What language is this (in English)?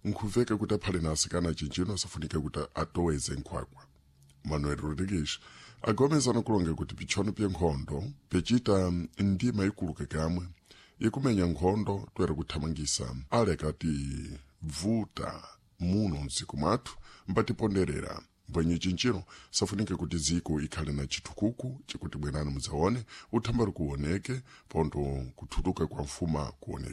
Sena